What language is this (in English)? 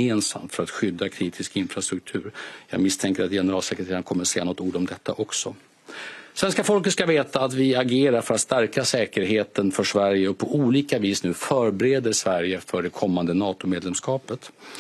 Swedish